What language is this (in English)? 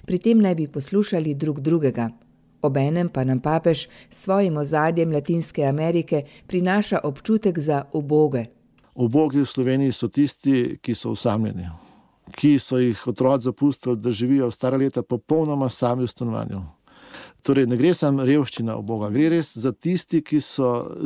Slovenian